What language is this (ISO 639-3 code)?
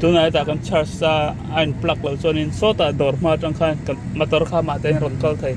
lus